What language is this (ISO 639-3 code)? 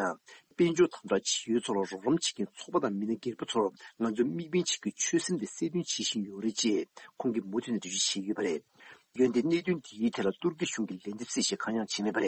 bod